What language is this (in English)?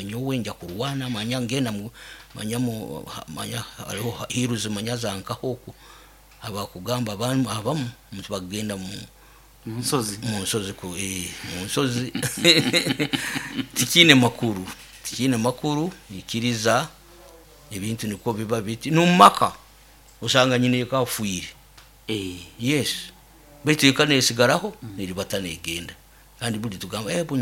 Nyoro